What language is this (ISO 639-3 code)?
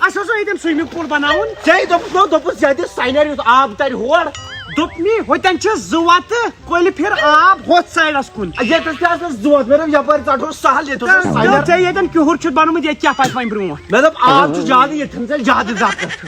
kas